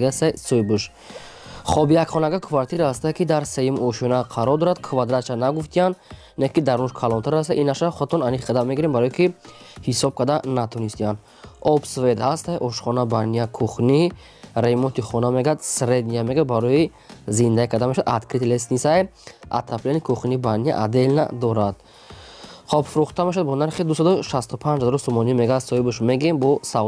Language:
Tajik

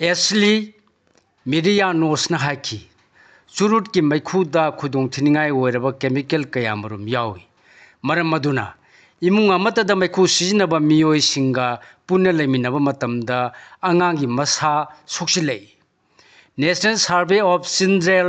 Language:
Manipuri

